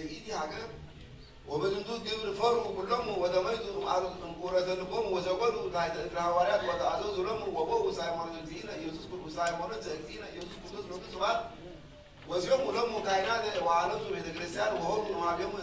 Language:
Geez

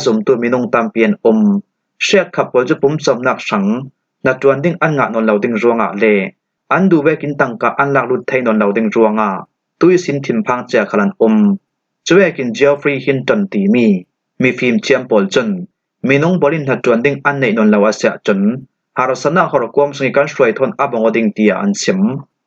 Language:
Falam Chin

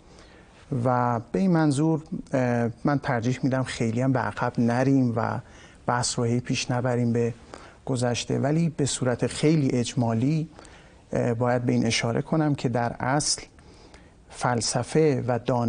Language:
Persian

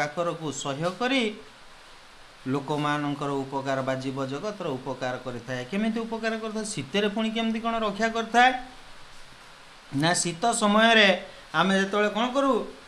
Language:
Odia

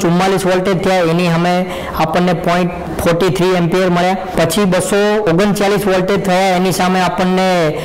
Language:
Gujarati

